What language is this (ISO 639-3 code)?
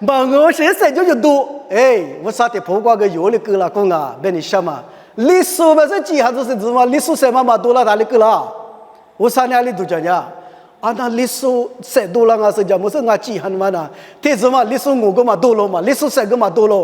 lis